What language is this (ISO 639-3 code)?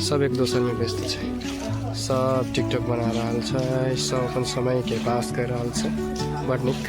mai